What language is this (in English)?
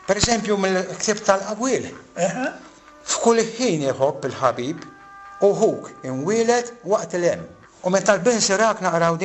Maltese